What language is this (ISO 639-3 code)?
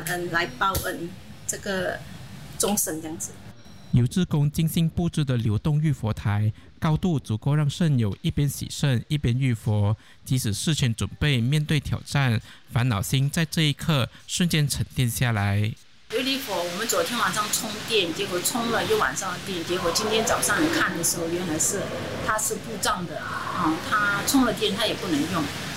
zho